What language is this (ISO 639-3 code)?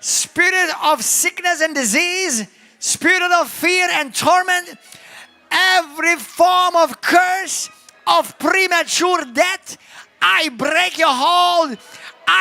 eng